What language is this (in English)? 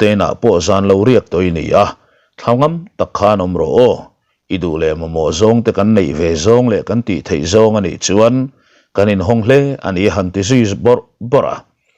Mizo